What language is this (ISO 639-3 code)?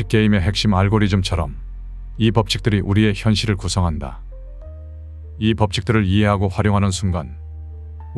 kor